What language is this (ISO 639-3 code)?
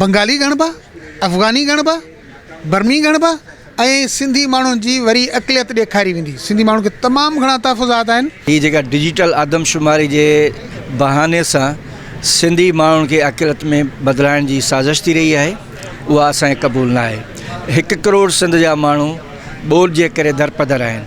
snd